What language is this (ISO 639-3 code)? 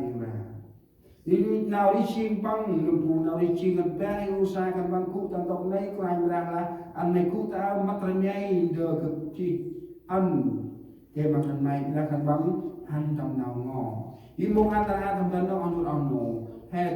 cmo